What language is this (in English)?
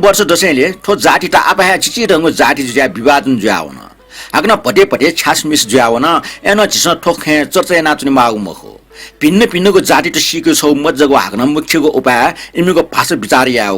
Newari